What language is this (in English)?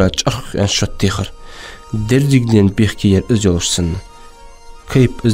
Ingush